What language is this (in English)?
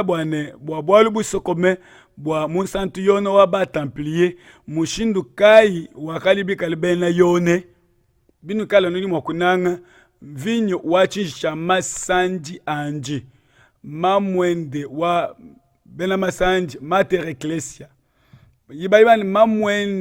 Luba-Lulua